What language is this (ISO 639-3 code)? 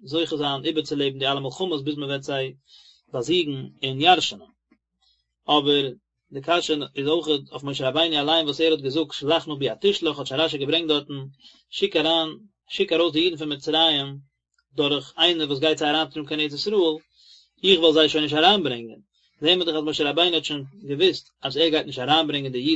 yid